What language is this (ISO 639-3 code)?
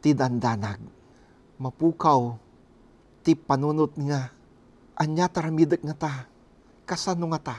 ilo